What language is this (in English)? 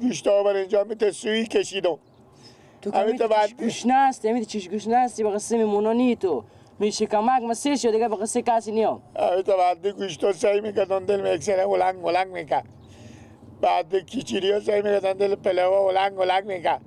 Persian